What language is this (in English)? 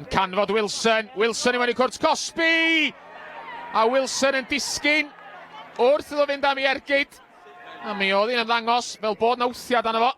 Welsh